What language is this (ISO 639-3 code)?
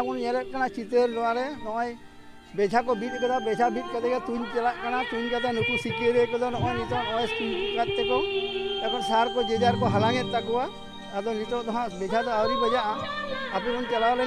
sat